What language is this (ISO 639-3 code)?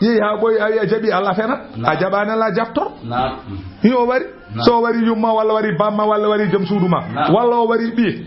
ful